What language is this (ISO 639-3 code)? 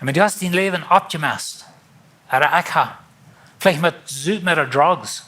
pdt